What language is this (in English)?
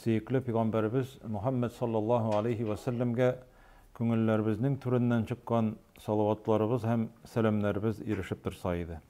Tatar